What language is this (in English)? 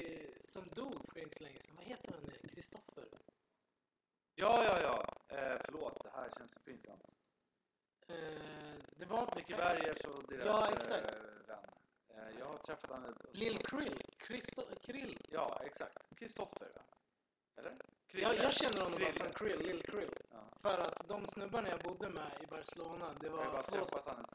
Swedish